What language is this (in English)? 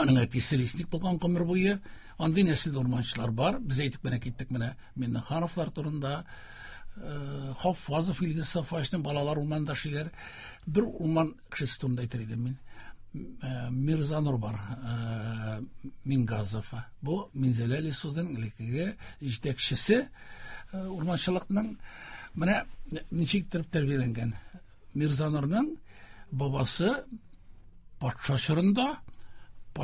Tatar